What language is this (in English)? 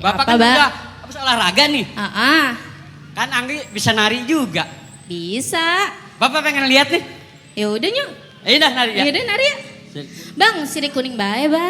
Betawi